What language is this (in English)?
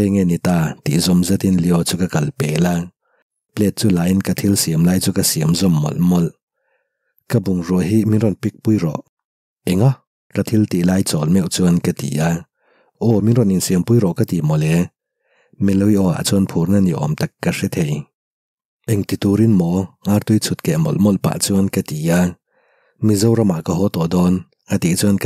Mizo